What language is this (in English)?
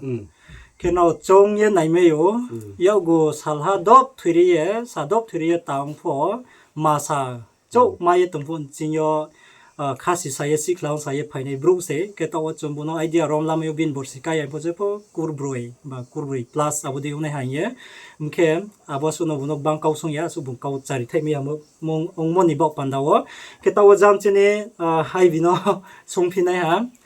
Riang (India)